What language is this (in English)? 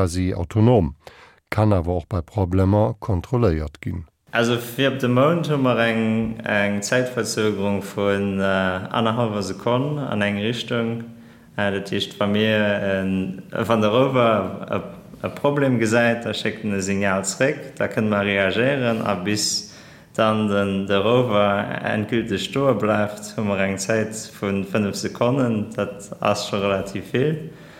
Luxembourgish